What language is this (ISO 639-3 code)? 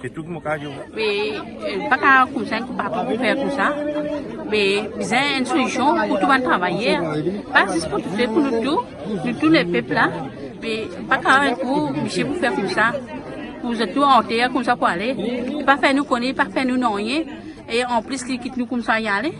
mfe